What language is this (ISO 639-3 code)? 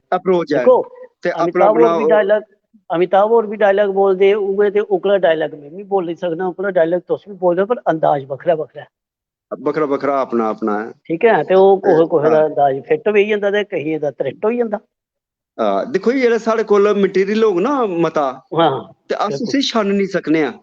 doi